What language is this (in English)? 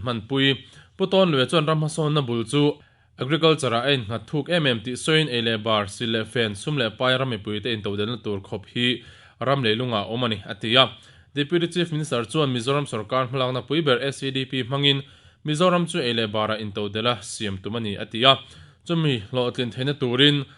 Mizo